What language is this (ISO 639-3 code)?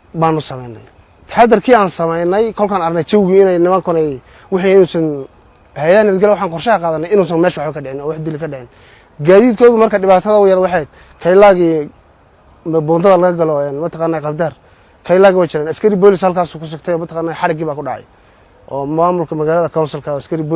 som